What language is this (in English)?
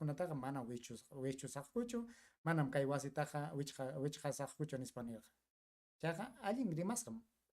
Ayacucho Quechua